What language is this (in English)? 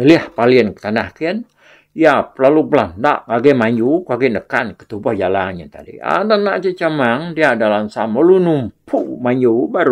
Iban